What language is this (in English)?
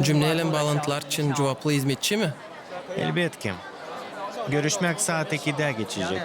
Gagauz